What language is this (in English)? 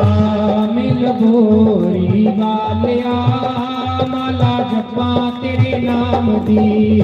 Dogri